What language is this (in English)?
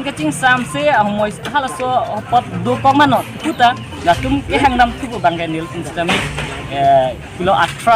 Karbi